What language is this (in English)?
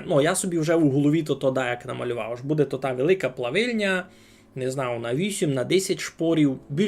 Rusyn